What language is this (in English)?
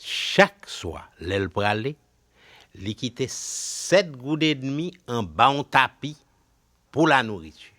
Haitian Creole